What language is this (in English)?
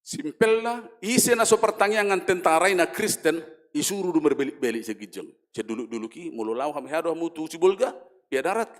Batak Toba